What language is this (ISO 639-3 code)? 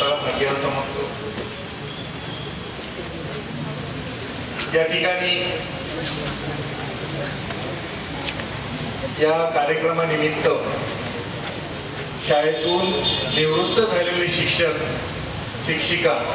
mar